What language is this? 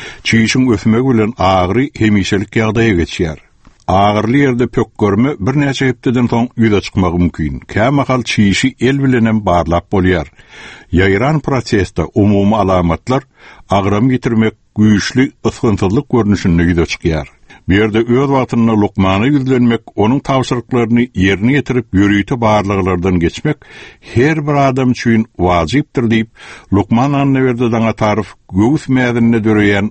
Turkmen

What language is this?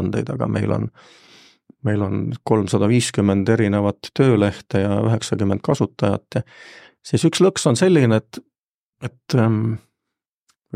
Estonian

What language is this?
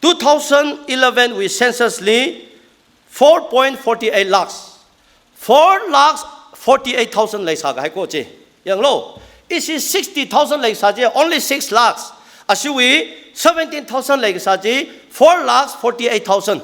Tangkhul Naga (India)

